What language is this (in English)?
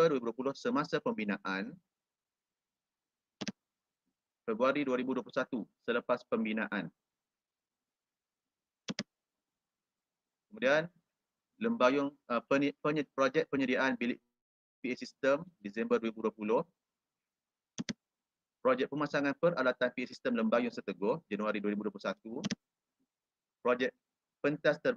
Malay